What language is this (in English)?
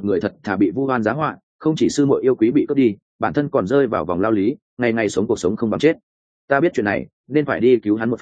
Vietnamese